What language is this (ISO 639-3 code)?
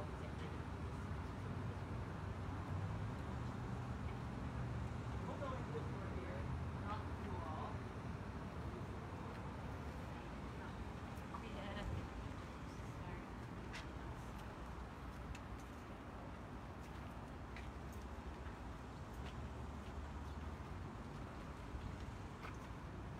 eng